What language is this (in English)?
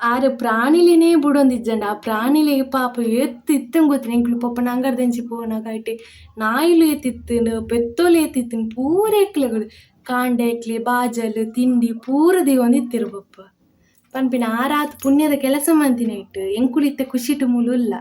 Tulu